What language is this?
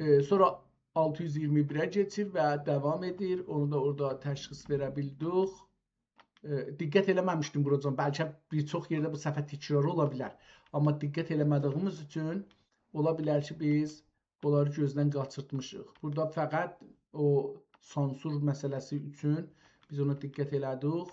South Azerbaijani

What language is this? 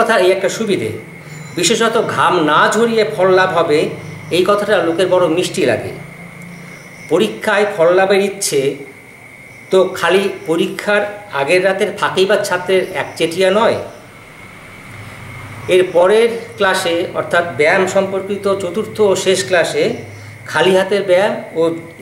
Bangla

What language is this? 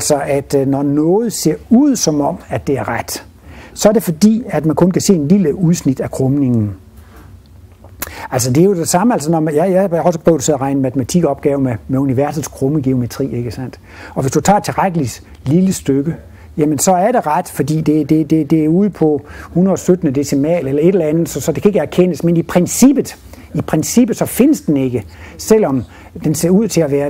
Danish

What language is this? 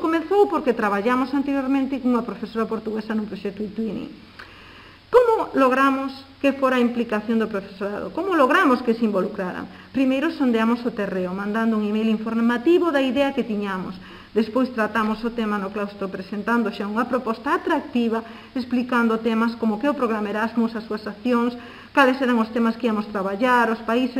Galician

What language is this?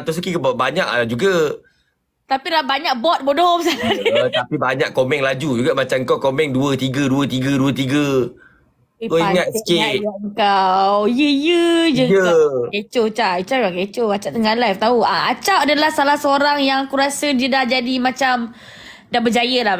Malay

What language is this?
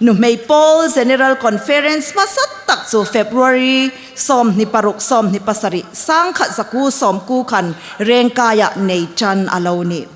Hmar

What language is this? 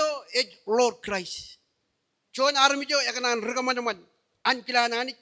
Marshallese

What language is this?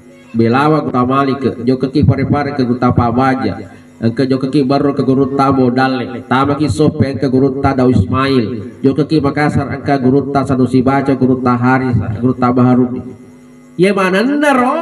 Buginese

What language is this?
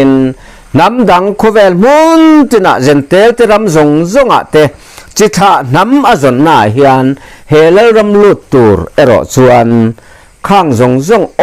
Mizo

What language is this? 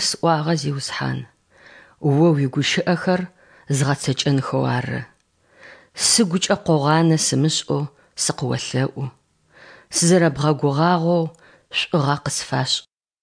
Adyghe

